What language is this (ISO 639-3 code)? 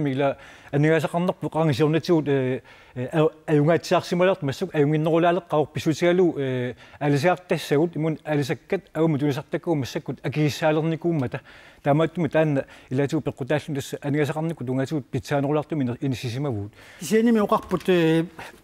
kal